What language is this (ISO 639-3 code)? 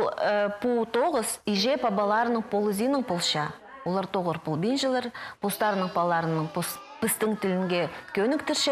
kjh